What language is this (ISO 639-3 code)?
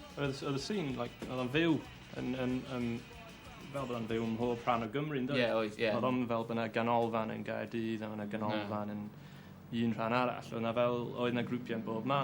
cym